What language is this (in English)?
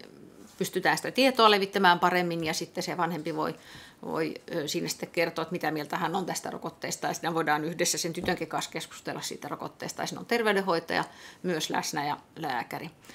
Finnish